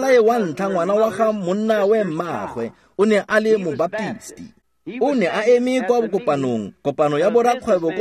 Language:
Tswana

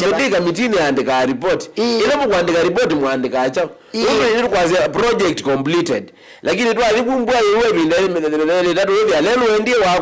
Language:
Kamba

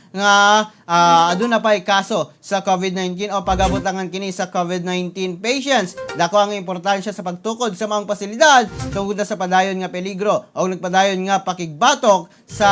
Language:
Cebuano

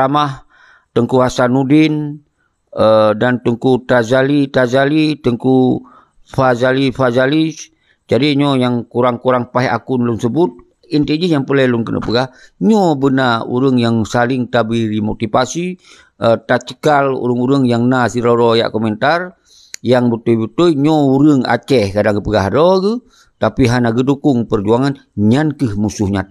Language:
Achinese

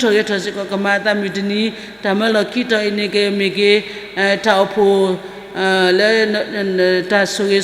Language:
S'gaw Karen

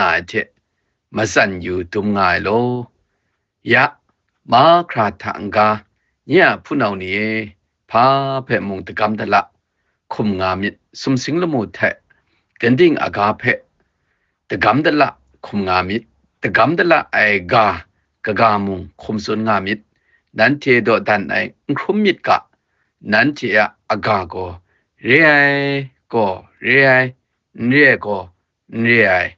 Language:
Kachin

